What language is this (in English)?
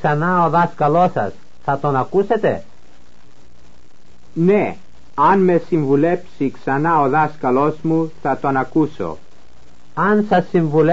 Greek